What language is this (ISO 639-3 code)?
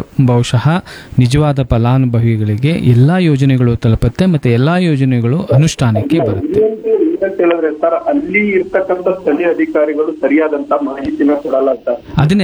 kan